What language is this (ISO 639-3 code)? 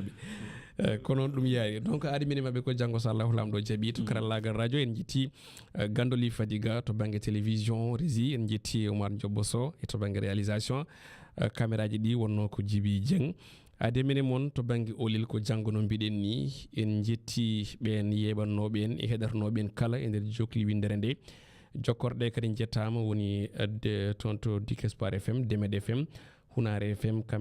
ful